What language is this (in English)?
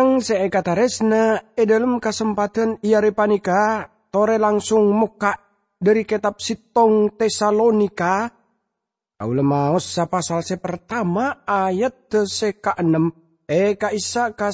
Madurese